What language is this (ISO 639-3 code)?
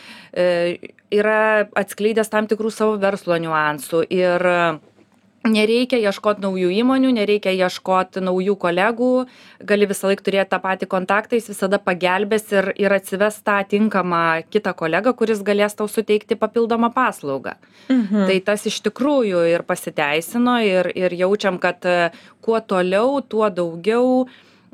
lit